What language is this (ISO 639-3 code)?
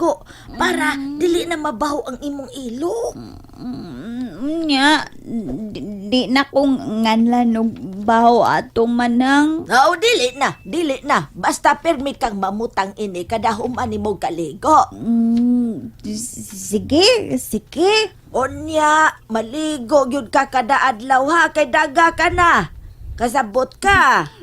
ceb